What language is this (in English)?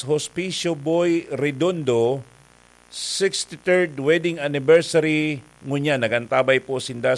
Bikol